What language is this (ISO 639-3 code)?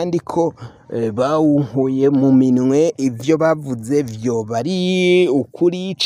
run